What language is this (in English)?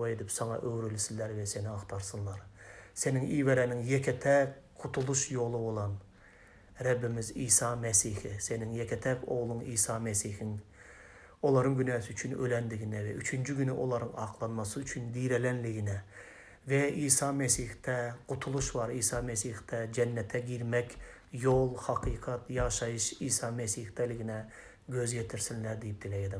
Turkmen